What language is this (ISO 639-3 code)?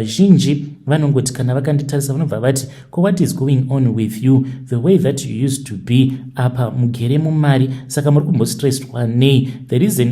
sna